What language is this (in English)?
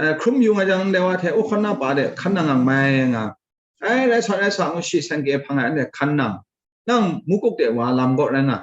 Kachin